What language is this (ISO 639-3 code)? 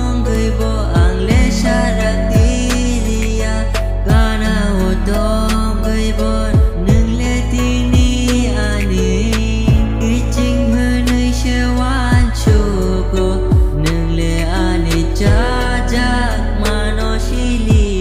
trp